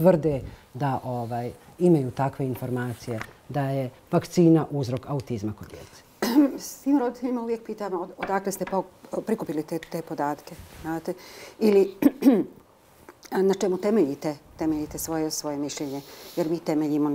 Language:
Bosnian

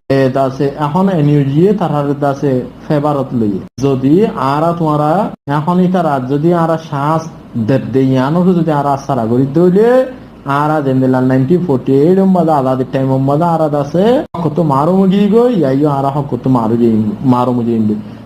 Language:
Rohingya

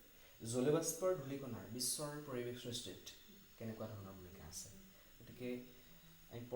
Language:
Assamese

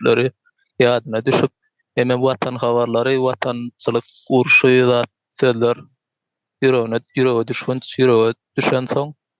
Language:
Turkmen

